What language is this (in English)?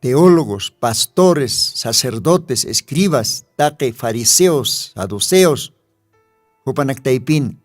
Aymara